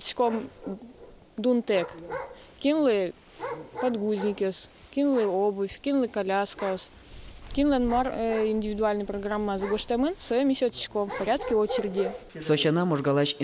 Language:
Udmurt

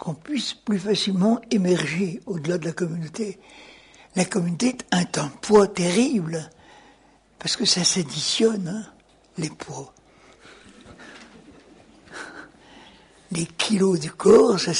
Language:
French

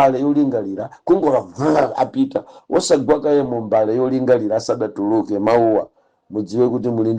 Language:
Nyanja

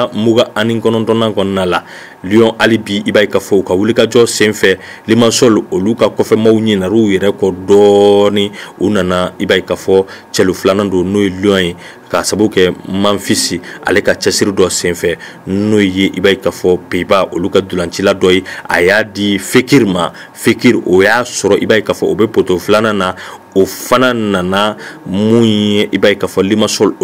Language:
Bambara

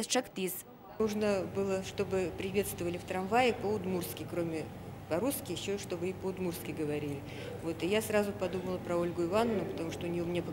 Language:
Udmurt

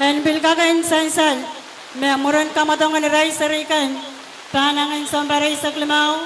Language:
Pohnpeian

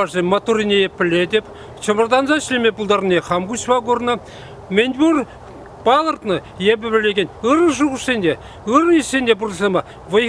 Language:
Chuvash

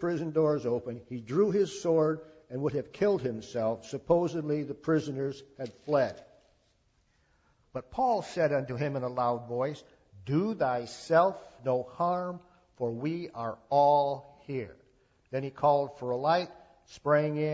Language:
English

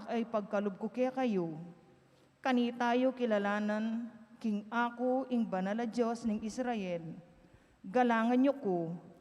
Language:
Pampanga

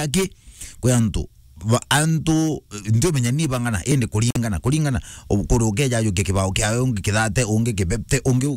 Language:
Meru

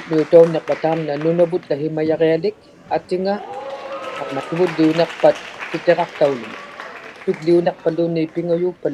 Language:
Inuktitut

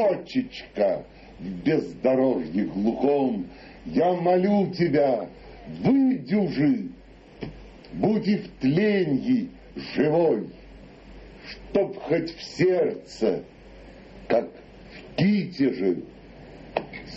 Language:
Russian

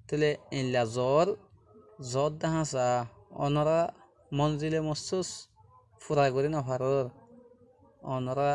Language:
Rohingya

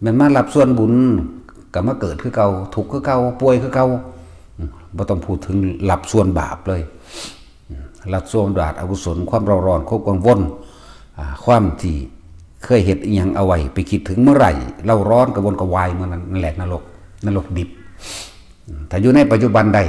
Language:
Northeastern Thai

